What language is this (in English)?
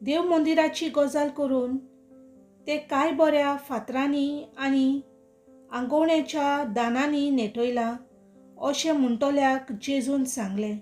Konkani